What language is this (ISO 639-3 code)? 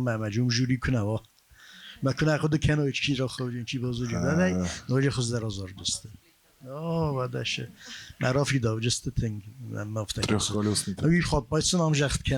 oss